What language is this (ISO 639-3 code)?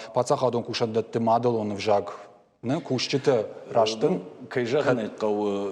oss